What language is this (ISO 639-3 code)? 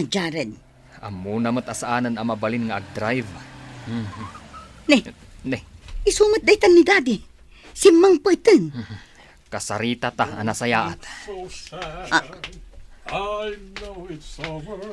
ilo